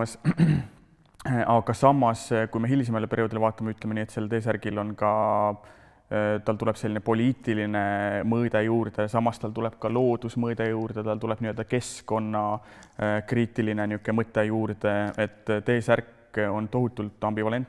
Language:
Estonian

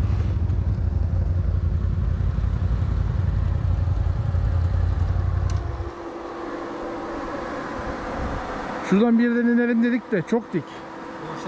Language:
Turkish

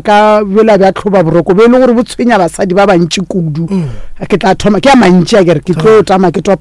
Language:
Northern Sotho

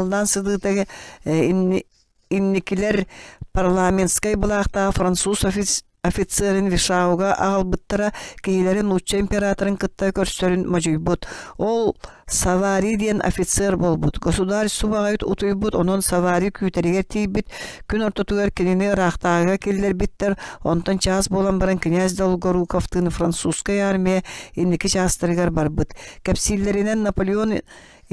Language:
Yakut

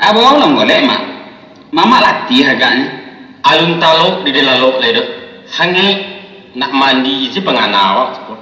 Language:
Minangkabau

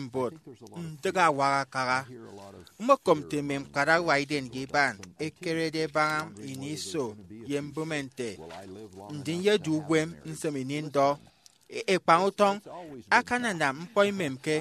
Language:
Efik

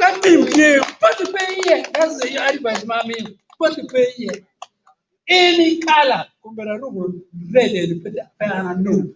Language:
Acoli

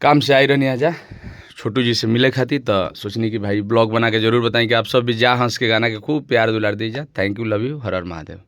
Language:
Bhojpuri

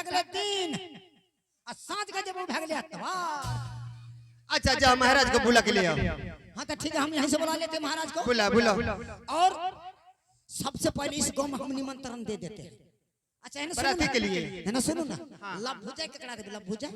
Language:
Angika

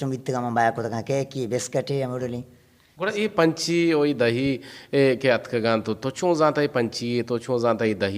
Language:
Eastern Balochi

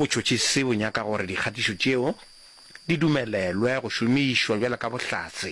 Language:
Northern Sotho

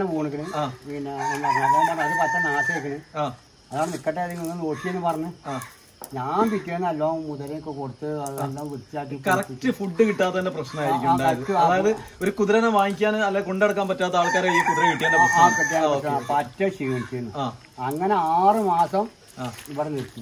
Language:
Malayalam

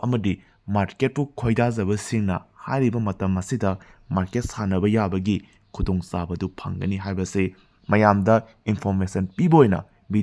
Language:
Manipuri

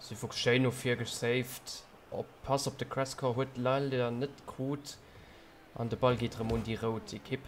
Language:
Luxembourgish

